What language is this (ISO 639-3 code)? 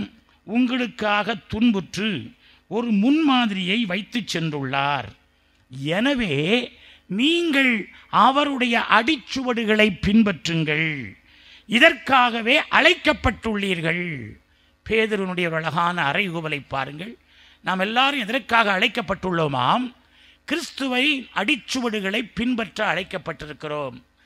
tam